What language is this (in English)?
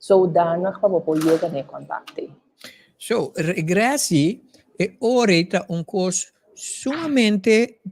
Papiamento